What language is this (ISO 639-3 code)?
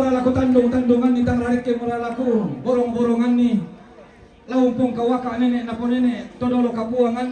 sda